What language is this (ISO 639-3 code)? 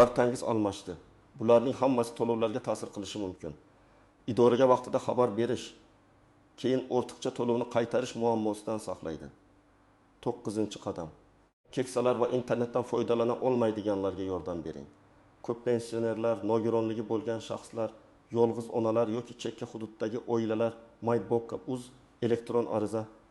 uzb